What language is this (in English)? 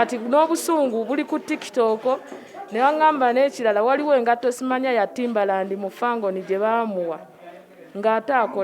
Ganda